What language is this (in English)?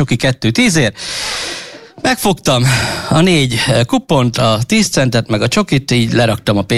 Hungarian